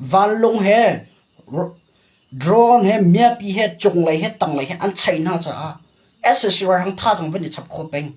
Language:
Hakha Chin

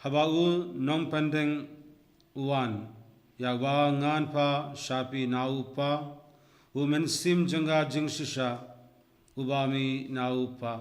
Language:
Khasi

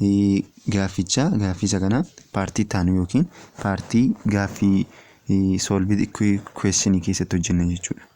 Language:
Oromo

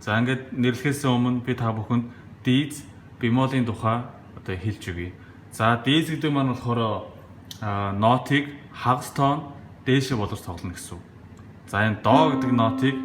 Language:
Mongolian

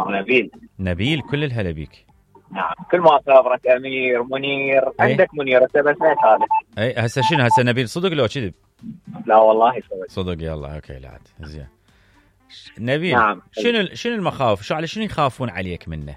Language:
Mesopotamian Arabic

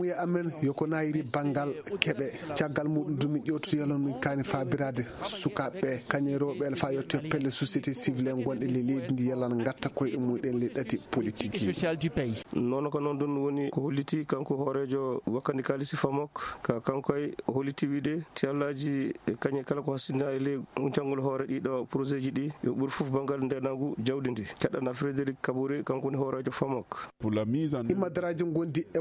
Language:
Fula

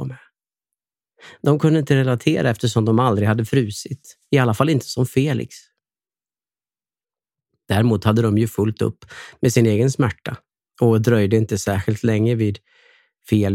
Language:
Swedish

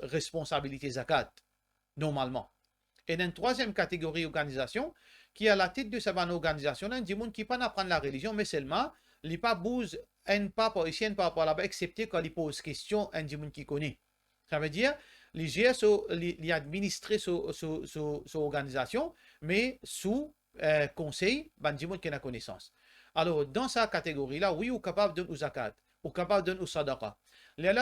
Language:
Morisyen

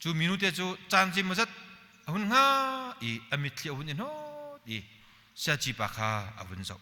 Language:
Hakha Chin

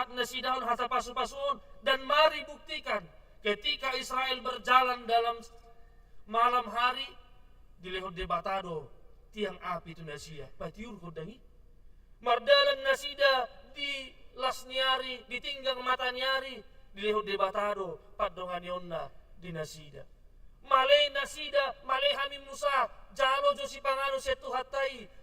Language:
Batak Toba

